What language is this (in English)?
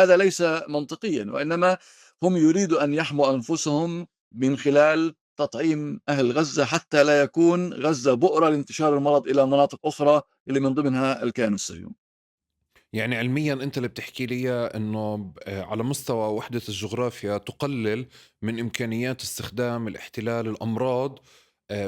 North Levantine Arabic